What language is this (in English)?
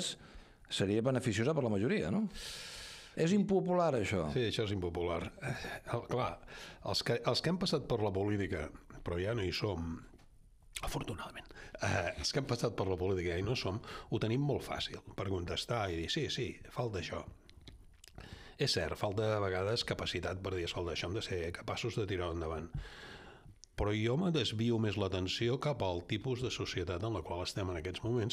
Catalan